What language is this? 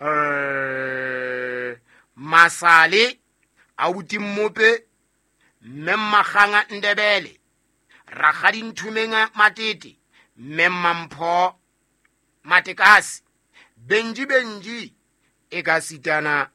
Southern Sotho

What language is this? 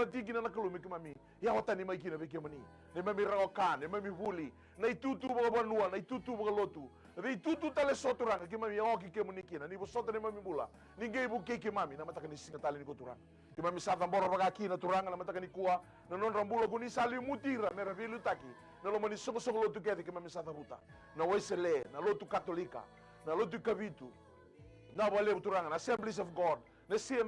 Fijian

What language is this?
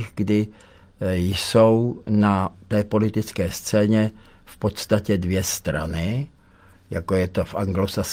Czech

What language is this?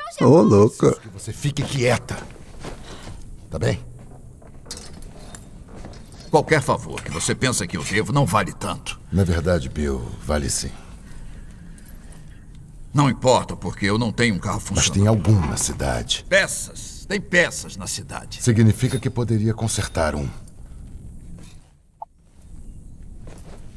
Portuguese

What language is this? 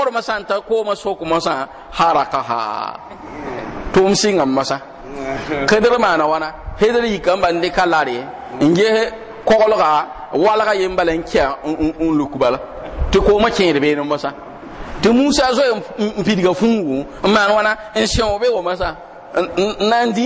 Mossi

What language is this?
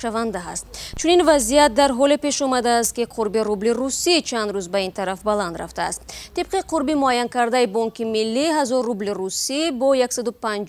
Tajik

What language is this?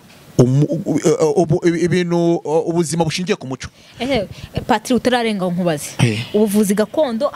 Kinyarwanda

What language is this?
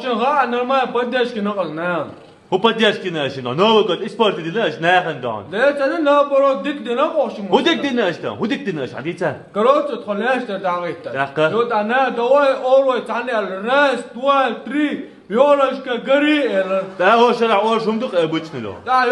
Chechen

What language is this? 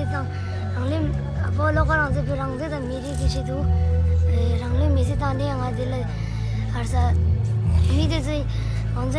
Tibetan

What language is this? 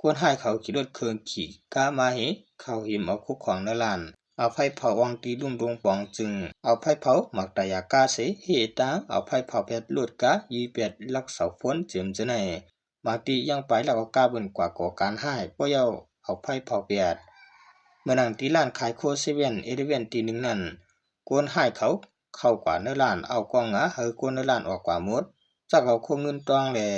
Shan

